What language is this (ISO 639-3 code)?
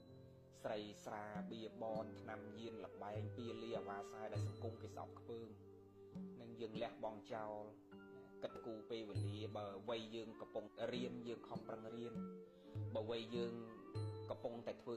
khm